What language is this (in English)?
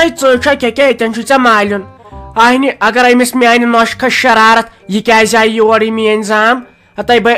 Kashmiri